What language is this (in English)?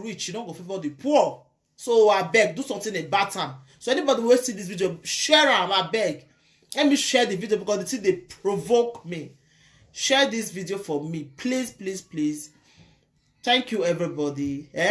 Nigerian Pidgin